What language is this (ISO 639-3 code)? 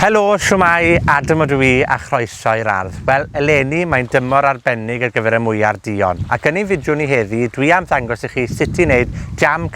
cym